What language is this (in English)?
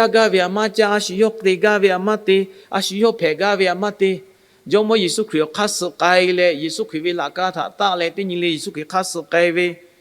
Lahu